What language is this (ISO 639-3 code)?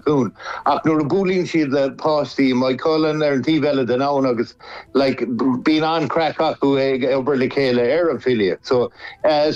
gle